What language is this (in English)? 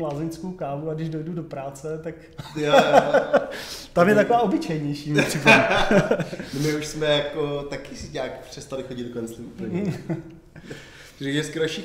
Czech